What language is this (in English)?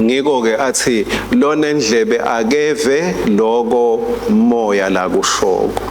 Swati